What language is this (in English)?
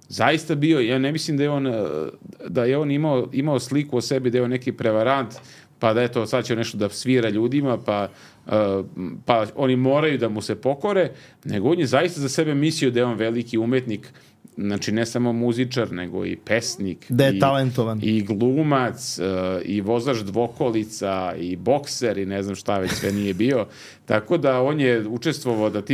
Serbian